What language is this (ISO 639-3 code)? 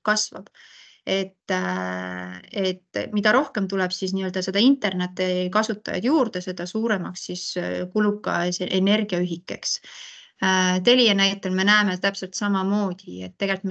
est